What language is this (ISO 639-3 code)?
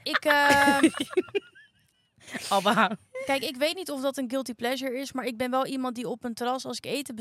nld